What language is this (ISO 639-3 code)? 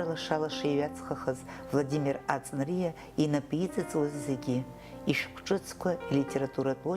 abk